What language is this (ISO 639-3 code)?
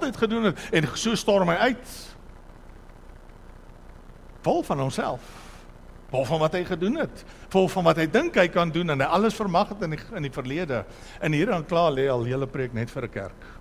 afr